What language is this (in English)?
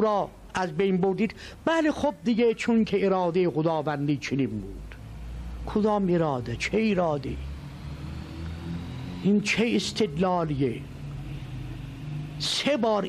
Persian